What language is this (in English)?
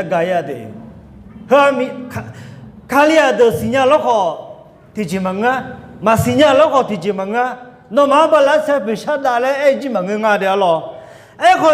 Akha